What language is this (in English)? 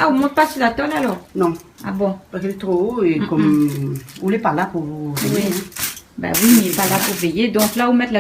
Réunion Creole French